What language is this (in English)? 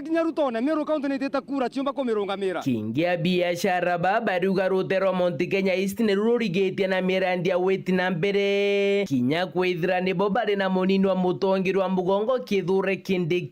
Meru